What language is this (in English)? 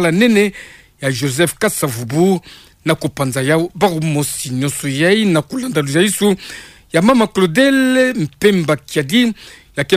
Kituba (Democratic Republic of Congo)